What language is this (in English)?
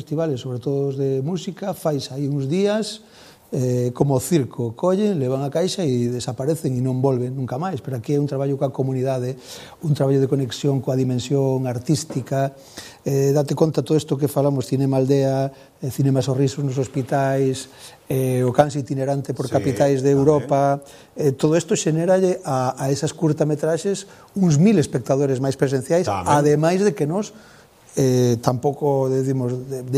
Galician